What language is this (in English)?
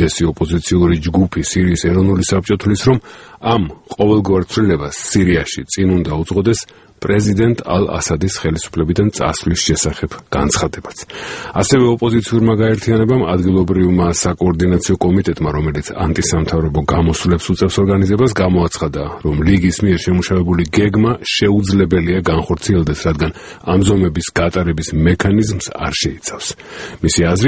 Georgian